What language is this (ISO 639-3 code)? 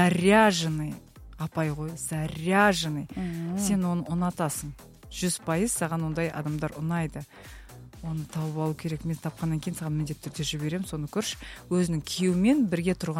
kaz